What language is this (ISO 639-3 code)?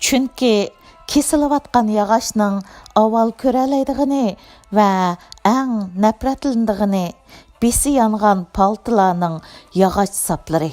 uig